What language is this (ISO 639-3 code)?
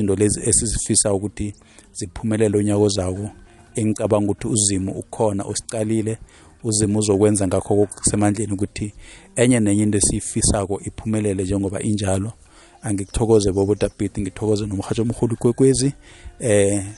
nbl